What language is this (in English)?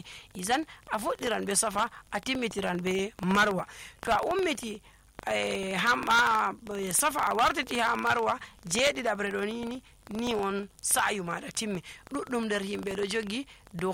Nigerian Fulfulde